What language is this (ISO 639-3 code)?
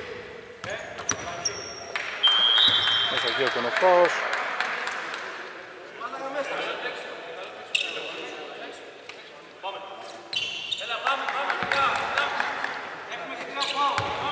ell